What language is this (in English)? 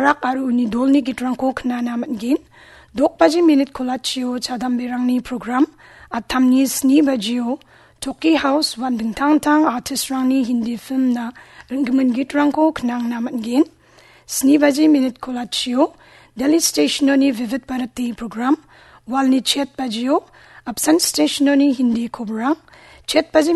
Garo